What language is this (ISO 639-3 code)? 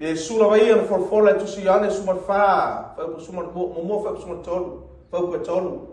smo